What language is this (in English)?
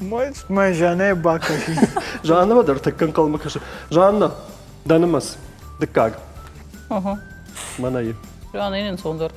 Ossetic